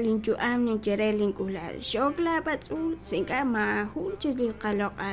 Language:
Kekchí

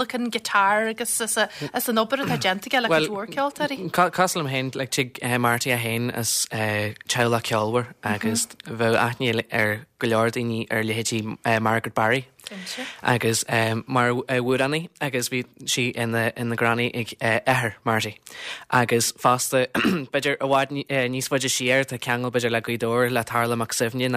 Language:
Irish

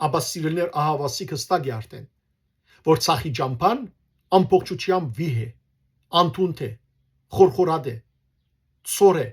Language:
Western Armenian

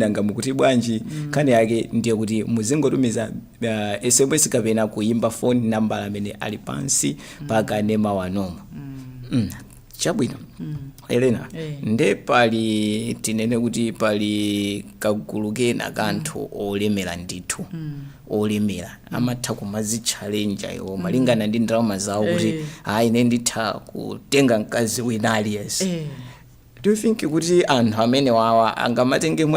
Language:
Nyanja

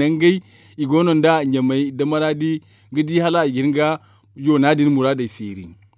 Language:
Zarma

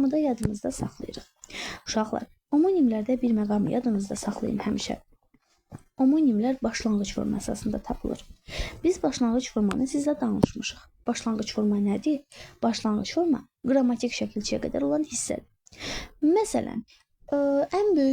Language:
Azerbaijani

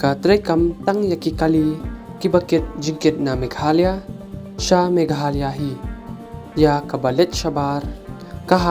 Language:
Khasi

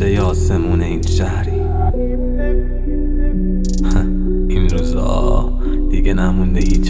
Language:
Persian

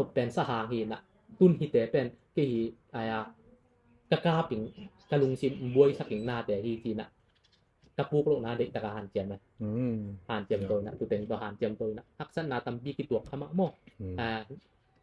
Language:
Tedim Chin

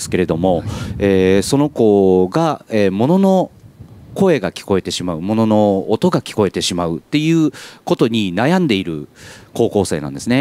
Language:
Japanese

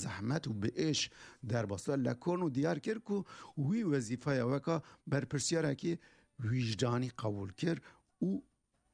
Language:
Kurdish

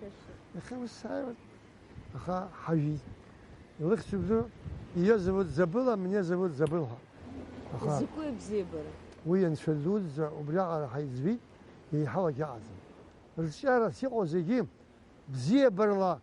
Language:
Abkhazian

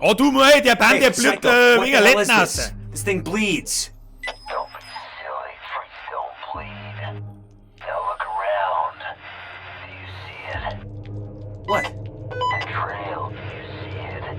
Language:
Bavarian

